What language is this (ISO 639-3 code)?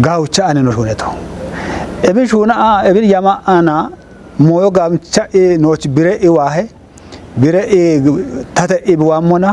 kbr